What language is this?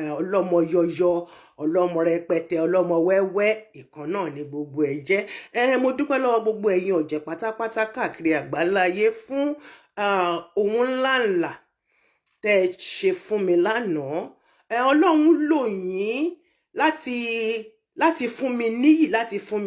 Yoruba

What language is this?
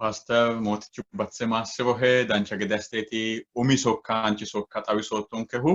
Sidamo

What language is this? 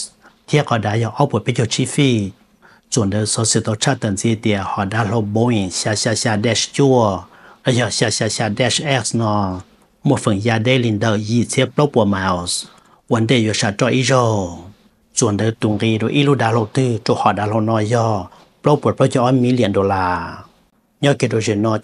Vietnamese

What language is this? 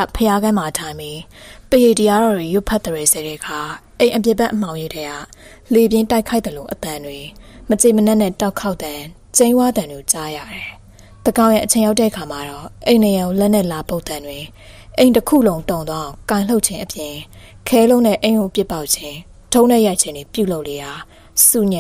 Burmese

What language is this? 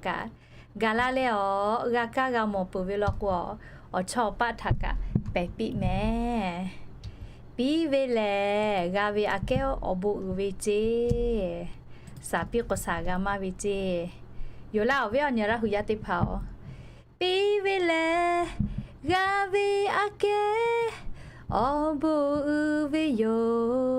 Lahu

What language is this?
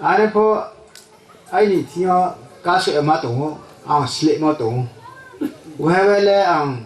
Riang (India)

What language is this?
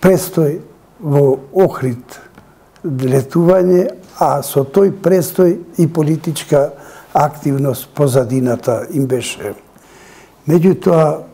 Macedonian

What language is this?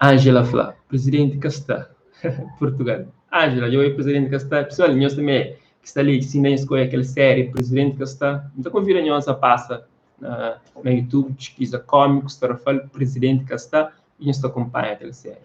Kabuverdianu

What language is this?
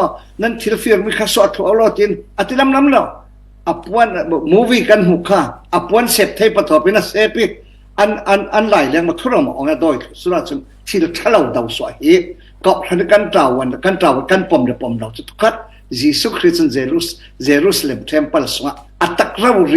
Falam Chin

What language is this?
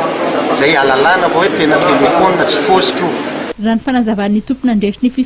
Malagasy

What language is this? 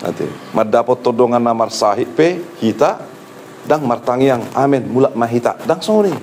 Batak Toba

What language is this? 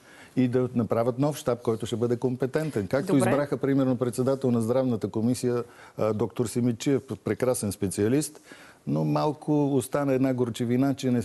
Bulgarian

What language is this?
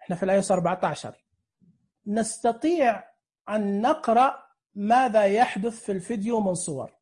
Najdi Arabic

